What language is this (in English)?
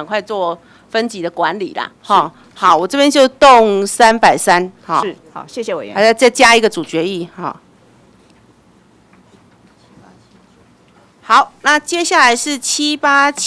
Chinese